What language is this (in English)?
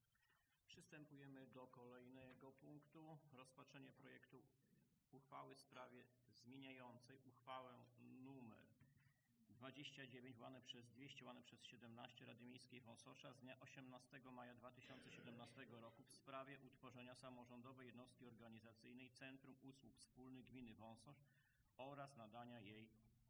Polish